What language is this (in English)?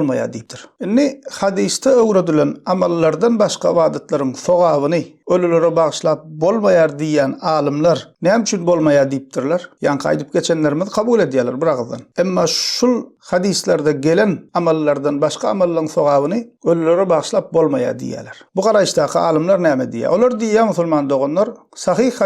Turkmen